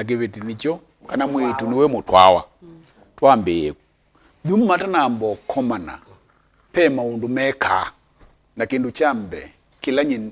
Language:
Kamba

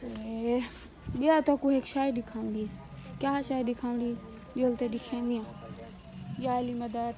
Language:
Saraiki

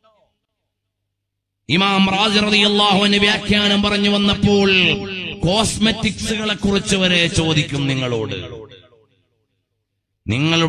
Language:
Malayalam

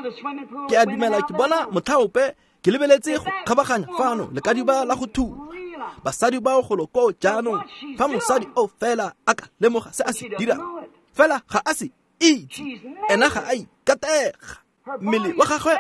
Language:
Tswana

